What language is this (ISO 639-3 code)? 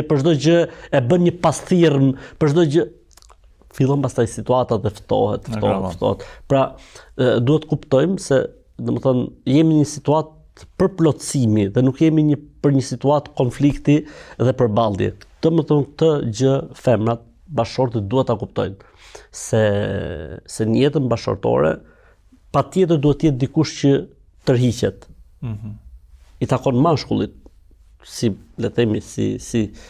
sqi